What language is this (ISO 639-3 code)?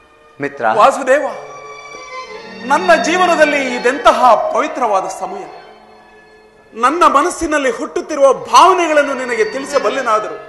kan